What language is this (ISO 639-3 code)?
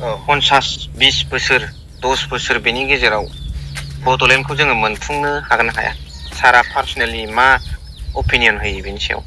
brx